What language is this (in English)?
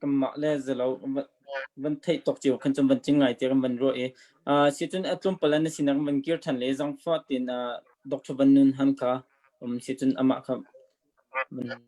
Hakha Chin